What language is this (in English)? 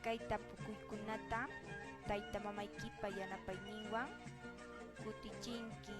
Quechua